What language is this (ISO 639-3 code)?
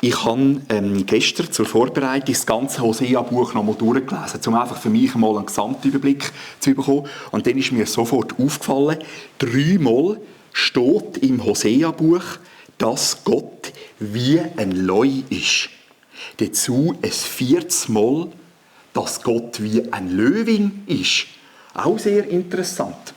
gsw